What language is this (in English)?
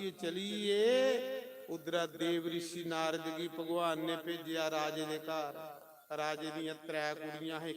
Dogri